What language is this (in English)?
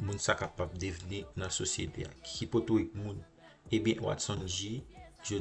Haitian Creole